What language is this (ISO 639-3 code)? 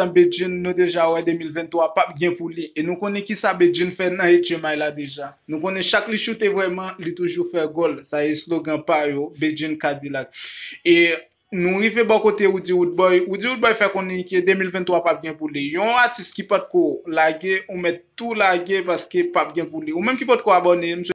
hat